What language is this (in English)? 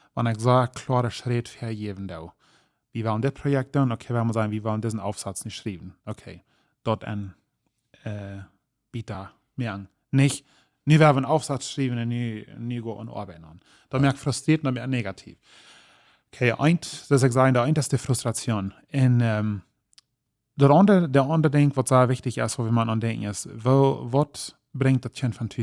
Plautdietsch